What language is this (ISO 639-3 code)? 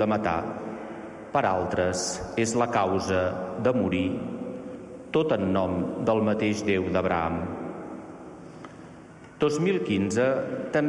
cat